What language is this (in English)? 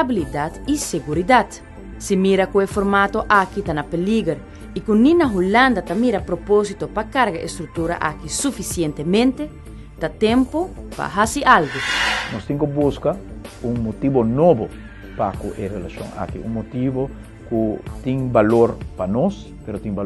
Papiamento